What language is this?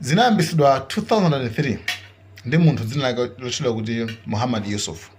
Nyanja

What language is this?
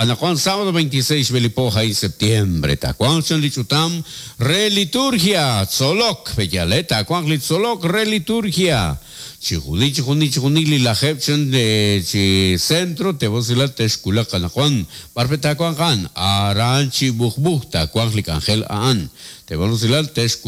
Kekchí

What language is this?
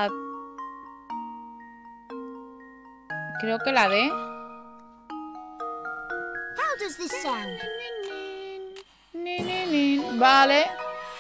Spanish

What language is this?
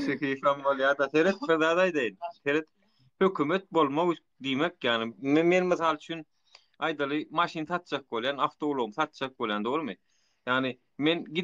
Turkmen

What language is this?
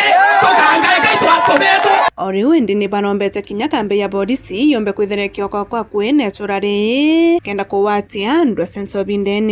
Meru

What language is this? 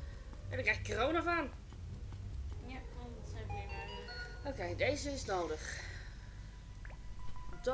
Dutch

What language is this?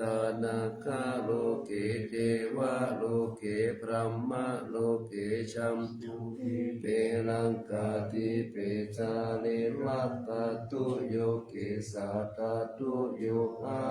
Pali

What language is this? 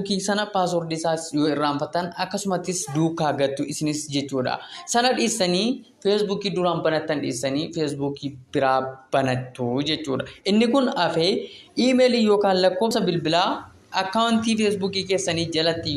Oromo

